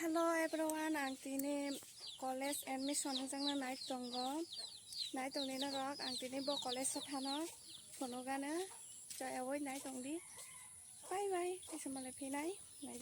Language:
Kok Borok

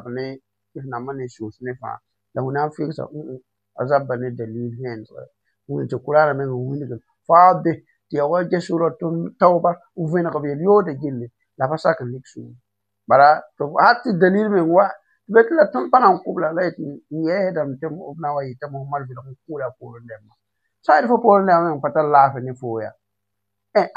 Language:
Mossi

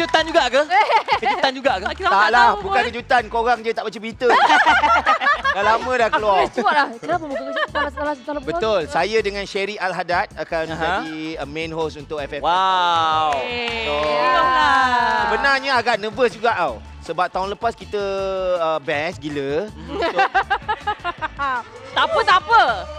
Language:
Malay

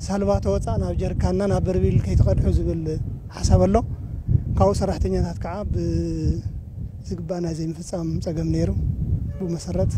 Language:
Tigrinya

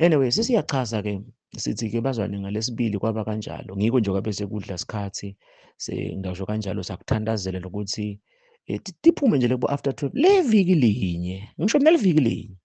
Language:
Zulu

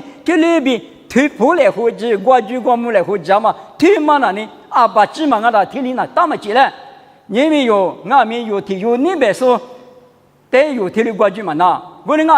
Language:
Lisu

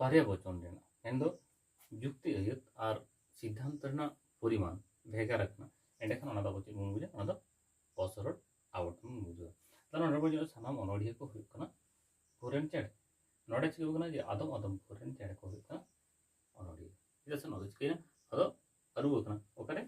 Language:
Santali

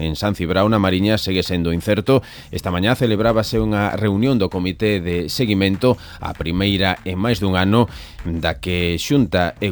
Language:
Galician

